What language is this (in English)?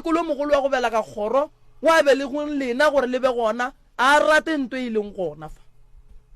Northern Sotho